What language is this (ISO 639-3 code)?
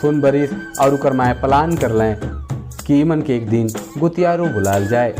sck